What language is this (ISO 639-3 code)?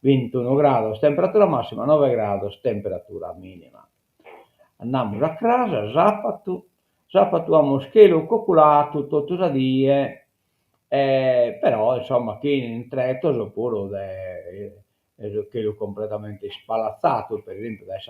srd